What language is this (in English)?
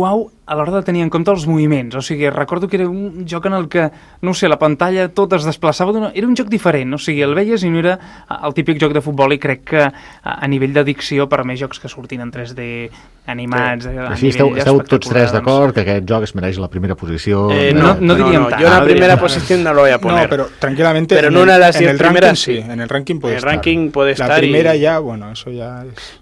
Catalan